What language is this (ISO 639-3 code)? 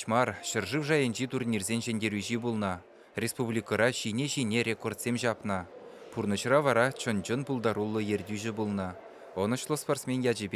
chv